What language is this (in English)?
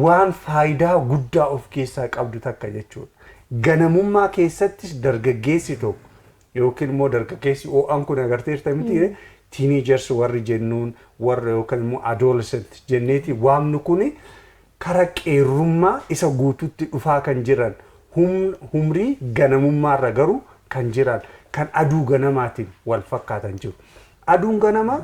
Oromo